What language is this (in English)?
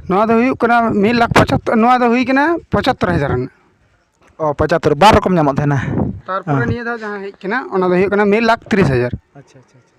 Santali